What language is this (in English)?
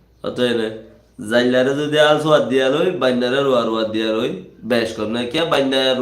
Rohingya